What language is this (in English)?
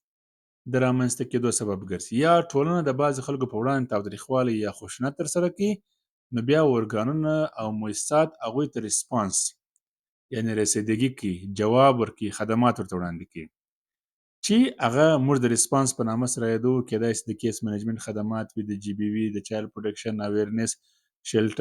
Pashto